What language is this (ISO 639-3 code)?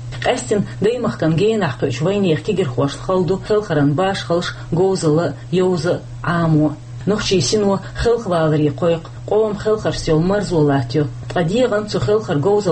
che